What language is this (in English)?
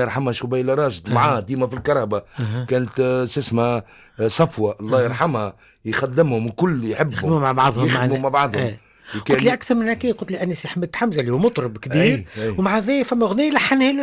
Tunisian Arabic